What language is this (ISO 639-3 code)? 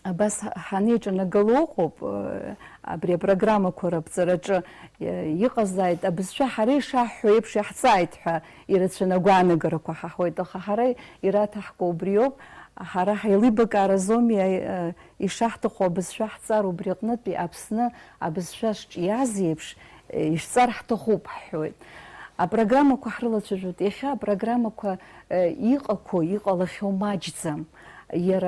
abk